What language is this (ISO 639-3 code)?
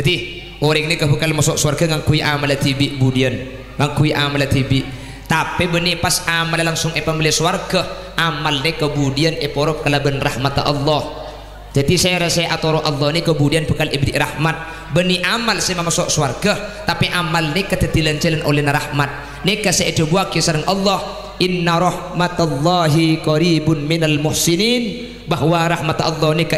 mad